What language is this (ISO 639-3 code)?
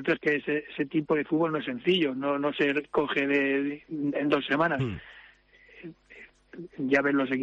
spa